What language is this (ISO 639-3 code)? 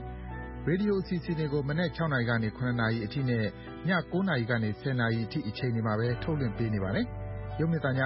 mya